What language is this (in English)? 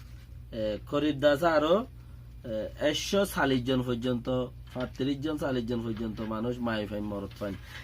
Rohingya